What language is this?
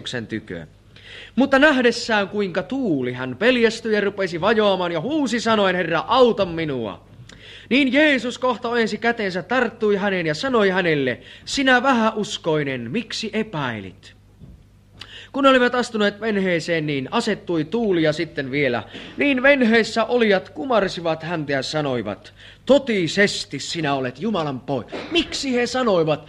Finnish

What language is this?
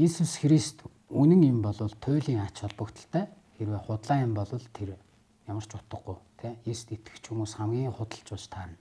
Mongolian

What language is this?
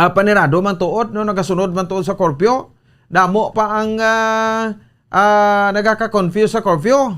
Hiligaynon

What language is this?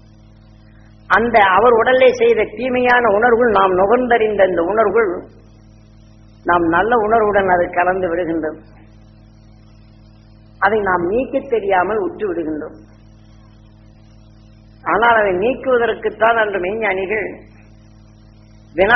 Tamil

